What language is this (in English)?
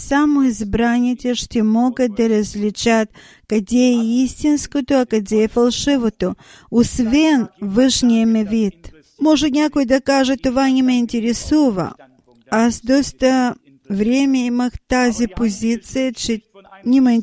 Bulgarian